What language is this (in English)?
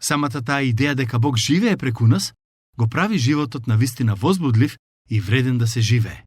Macedonian